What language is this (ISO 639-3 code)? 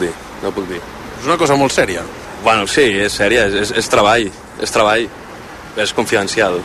cat